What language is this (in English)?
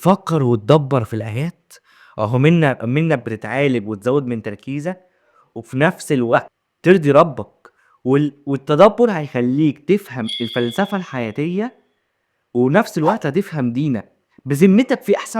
Egyptian Arabic